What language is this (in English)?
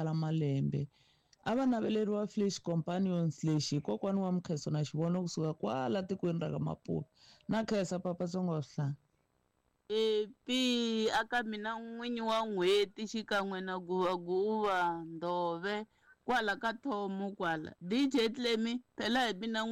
Tsonga